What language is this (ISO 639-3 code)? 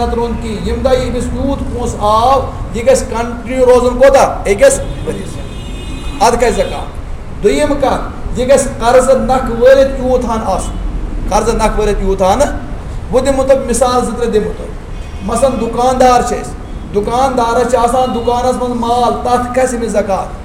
kas